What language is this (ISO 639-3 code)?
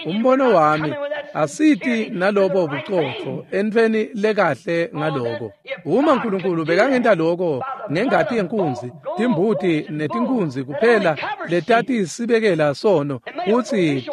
ssw